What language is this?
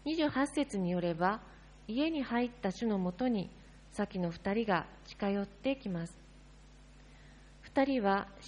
Japanese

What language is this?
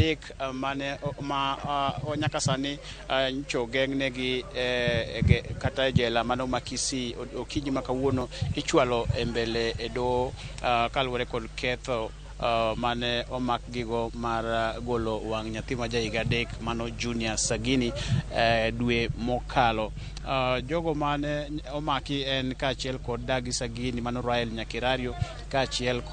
Luo (Kenya and Tanzania)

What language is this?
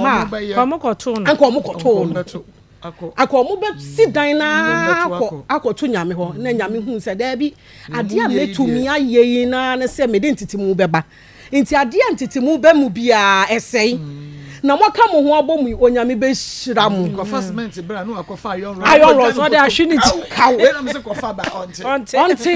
Akan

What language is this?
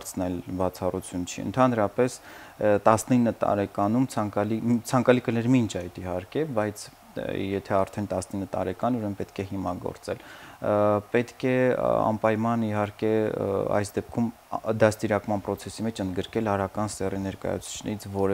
Armenian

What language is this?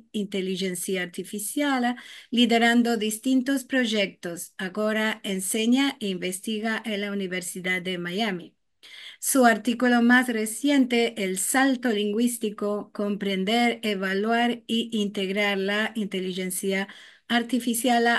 Ladino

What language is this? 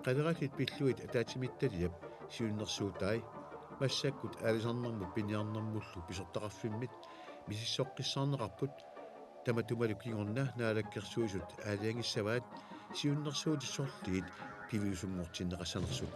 Kalaallisut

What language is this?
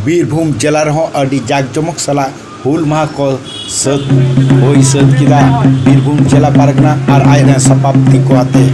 Santali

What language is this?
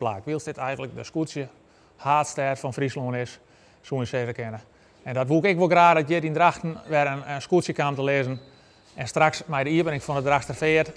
Western Frisian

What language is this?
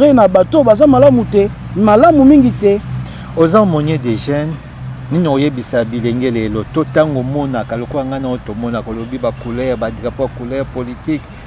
Lingala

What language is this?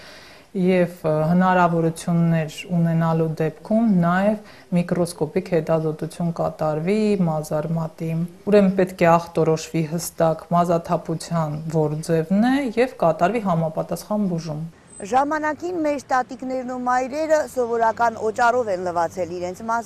Armenian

